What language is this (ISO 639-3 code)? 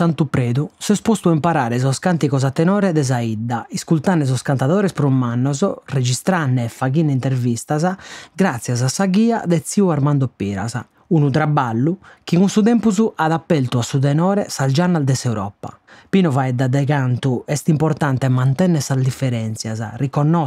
srd